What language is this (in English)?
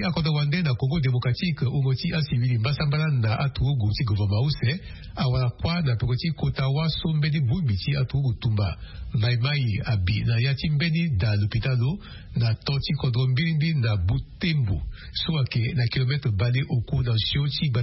Sango